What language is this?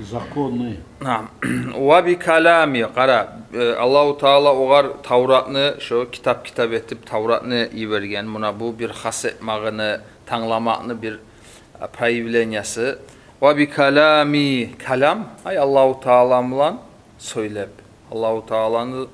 Kumyk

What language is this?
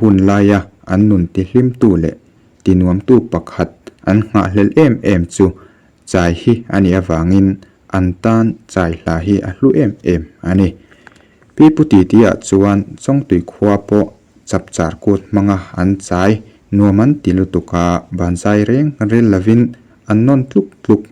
Mizo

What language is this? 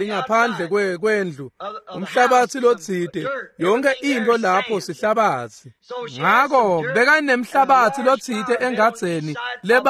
Swati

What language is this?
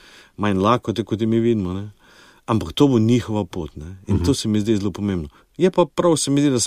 Slovenian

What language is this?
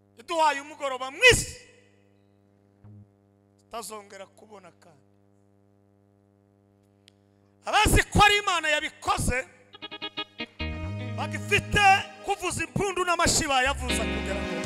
Kinyarwanda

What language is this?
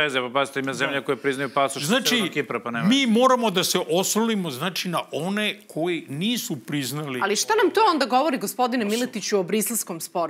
Serbian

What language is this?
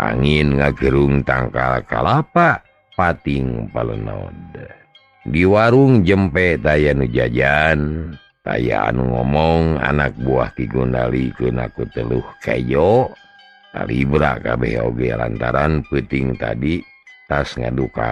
Sundanese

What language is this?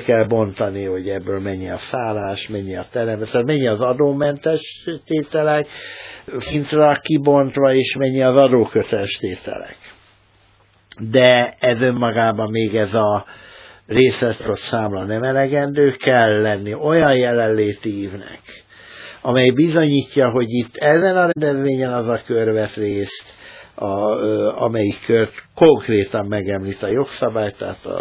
Hungarian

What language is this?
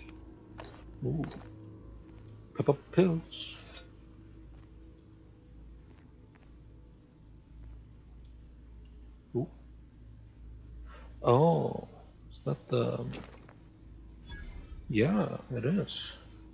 English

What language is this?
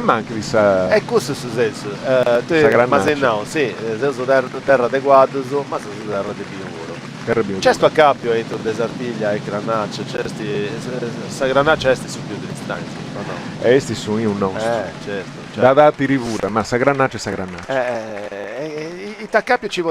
Sardinian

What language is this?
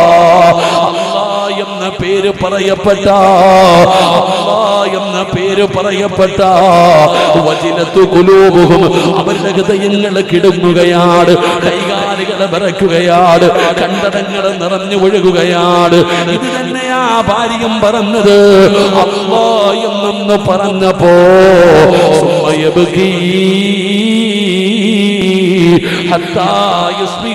Malayalam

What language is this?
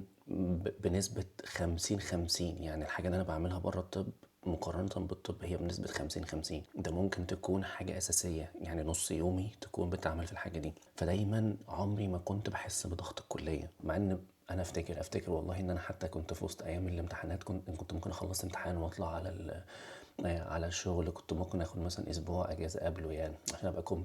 Egyptian Arabic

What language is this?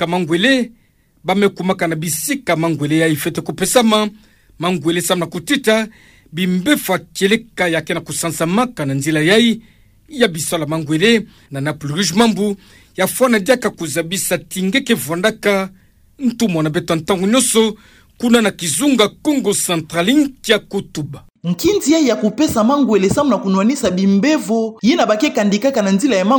Kituba (Democratic Republic of Congo)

